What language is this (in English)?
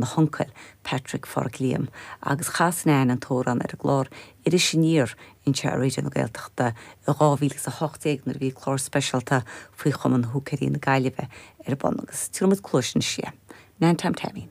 Irish